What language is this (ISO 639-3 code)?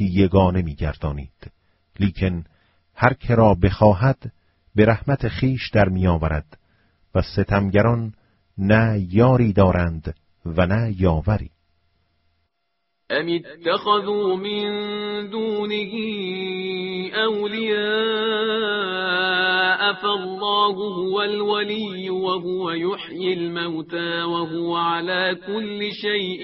fas